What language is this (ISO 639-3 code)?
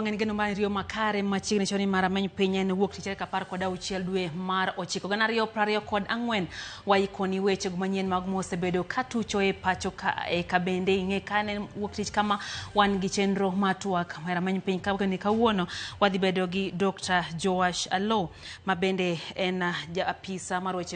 luo